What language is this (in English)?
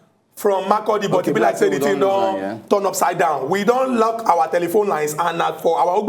Nigerian Pidgin